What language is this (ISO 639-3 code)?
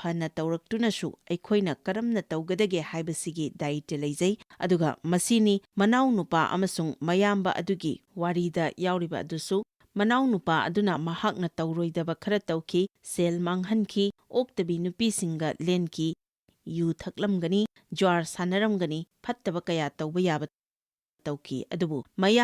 mni